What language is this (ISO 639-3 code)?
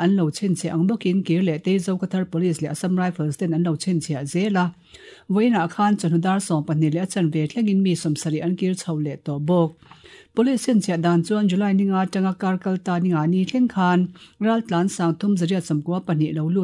lus